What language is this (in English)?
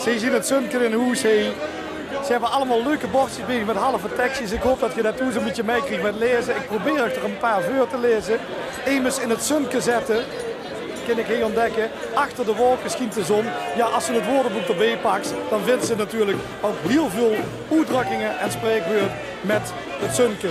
Limburgish